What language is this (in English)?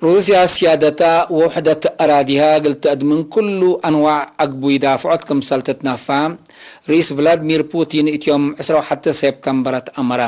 Tigre